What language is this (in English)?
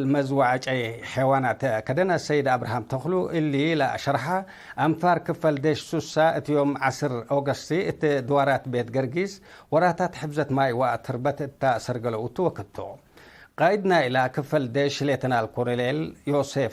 Tigre